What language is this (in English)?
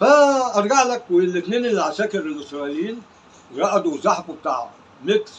Egyptian Arabic